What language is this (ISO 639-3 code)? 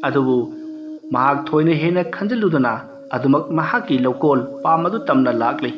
mni